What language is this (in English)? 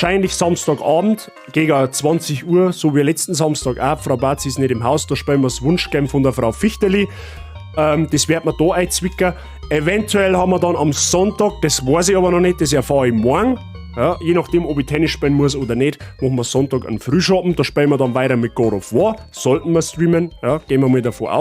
Bavarian